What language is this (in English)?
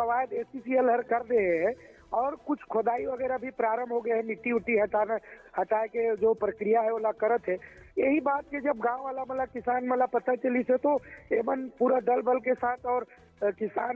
Chhattisgarhi